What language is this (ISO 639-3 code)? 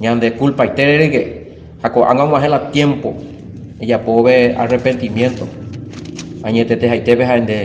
grn